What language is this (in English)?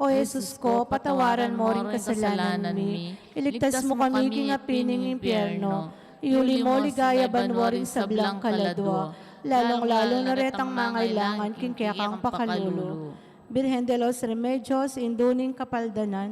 Pampanga